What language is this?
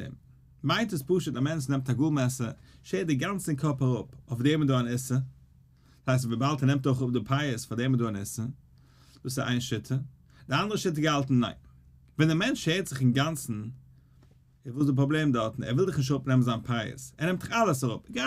Yiddish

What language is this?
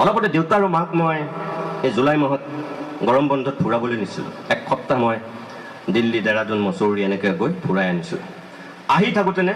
Assamese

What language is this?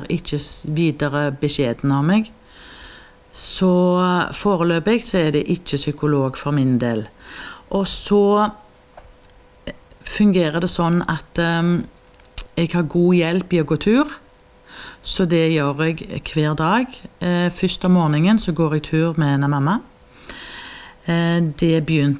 Norwegian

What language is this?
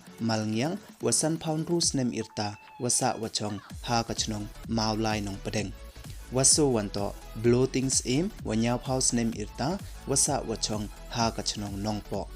Pnar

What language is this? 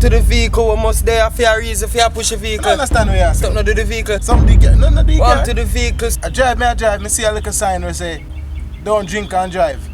Jamaican Creole English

